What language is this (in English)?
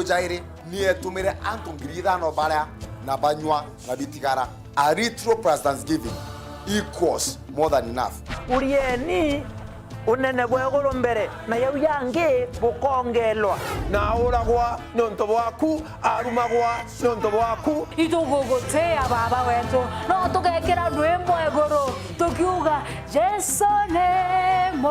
Meru